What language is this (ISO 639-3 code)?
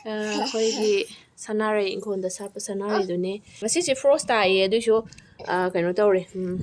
mni